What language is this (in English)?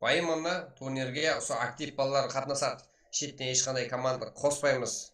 Kara-Kalpak